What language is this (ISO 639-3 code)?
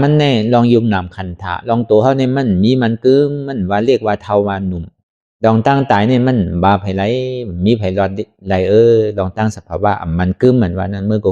shn